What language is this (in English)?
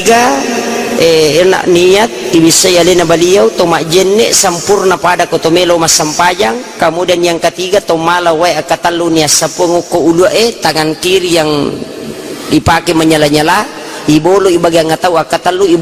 Buginese